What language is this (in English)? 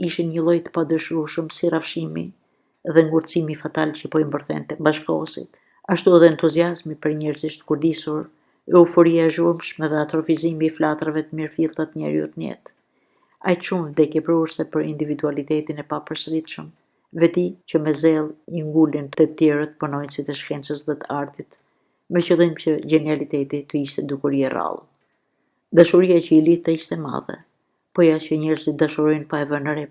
Albanian